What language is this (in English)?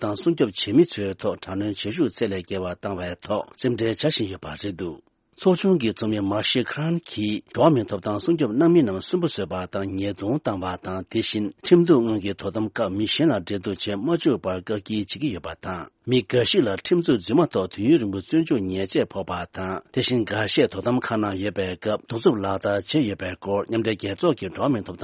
Tibetan